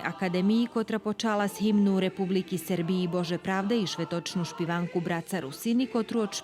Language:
Rusyn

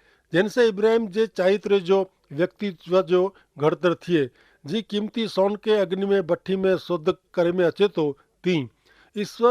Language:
Kachhi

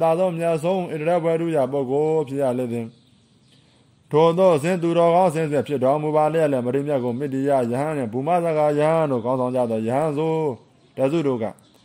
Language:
Burmese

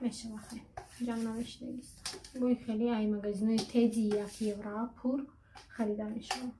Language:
Tajik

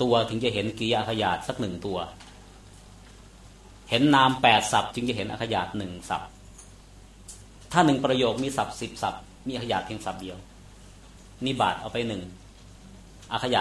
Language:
Thai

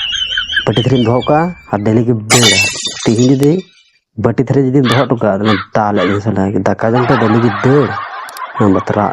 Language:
Santali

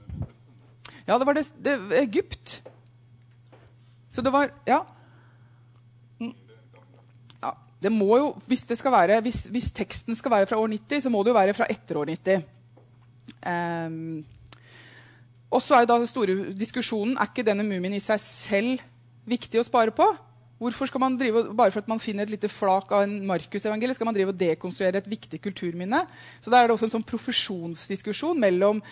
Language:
Norwegian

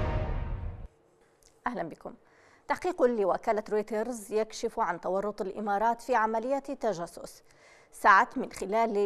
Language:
Arabic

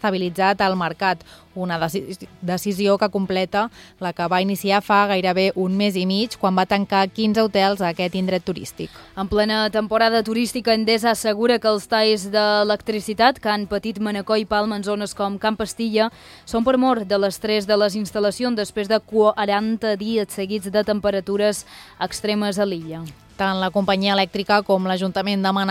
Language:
Catalan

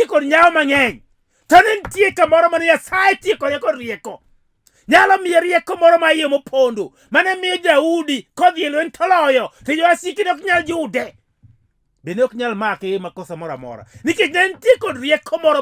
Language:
Luo (Kenya and Tanzania)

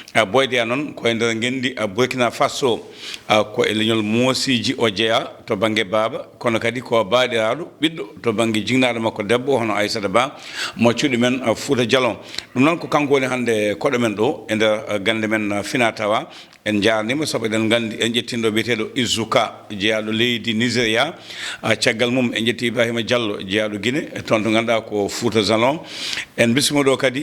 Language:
Fula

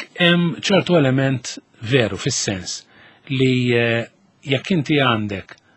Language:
Maltese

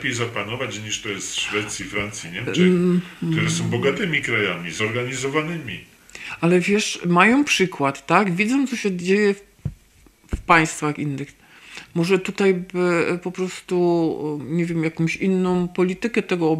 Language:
Polish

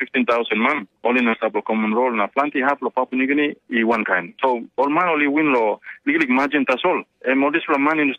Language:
Tok Pisin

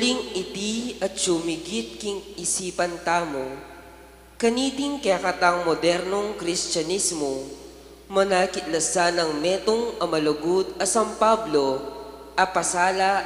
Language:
Pampanga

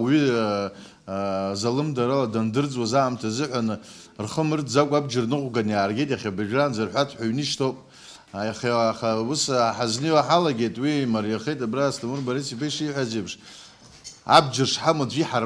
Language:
Abkhazian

